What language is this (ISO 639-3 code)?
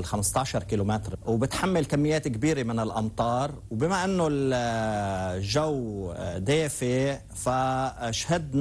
apc